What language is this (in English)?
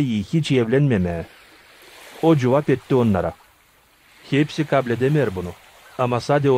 Gagauz